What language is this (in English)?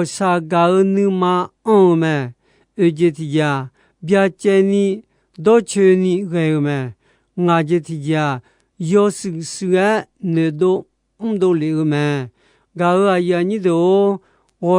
Akha